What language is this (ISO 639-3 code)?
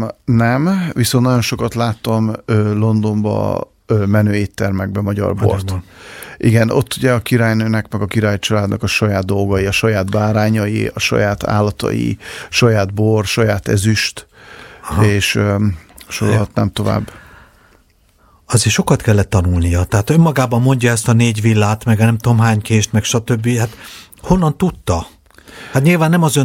hun